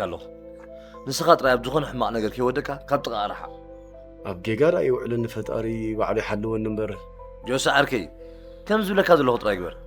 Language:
Tigrinya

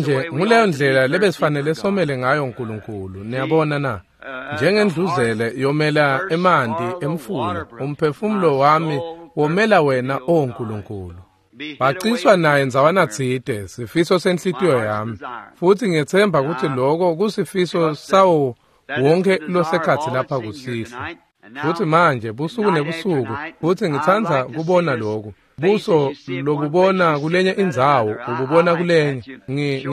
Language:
Swati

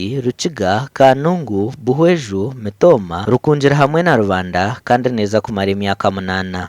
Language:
Nyankole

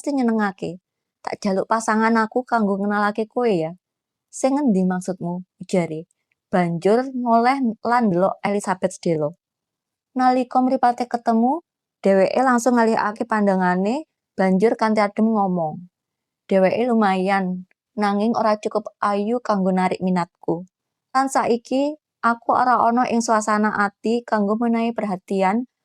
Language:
Javanese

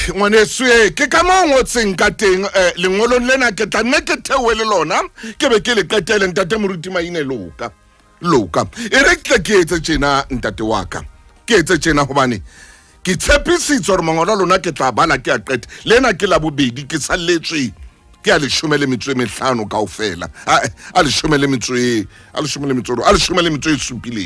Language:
Southern Sotho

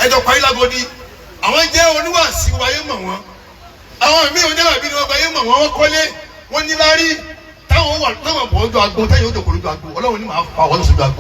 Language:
Yoruba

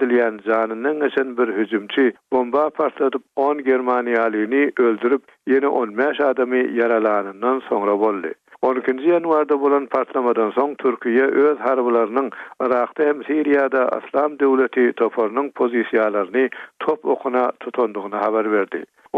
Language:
Turkmen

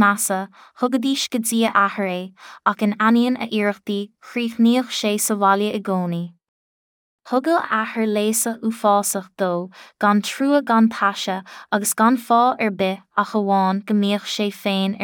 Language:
Irish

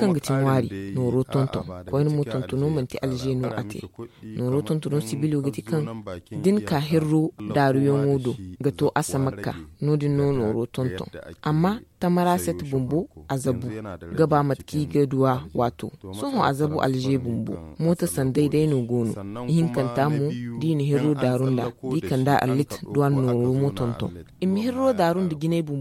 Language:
Zarma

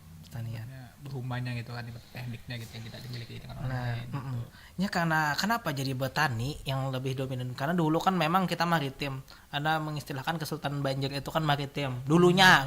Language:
Banjar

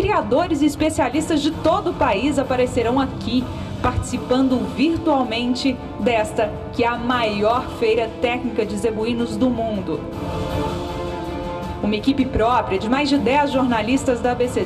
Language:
Portuguese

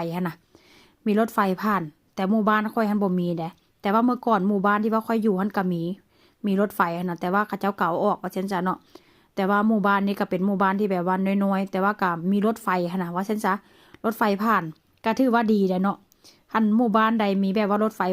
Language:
Lao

